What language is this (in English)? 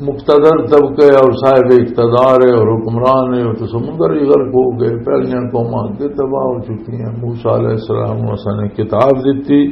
Western Panjabi